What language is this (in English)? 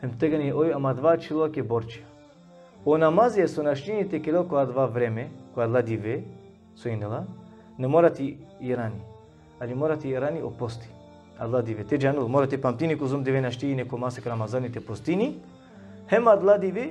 Balkan Romani